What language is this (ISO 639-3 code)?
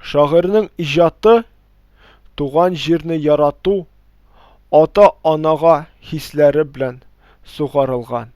tat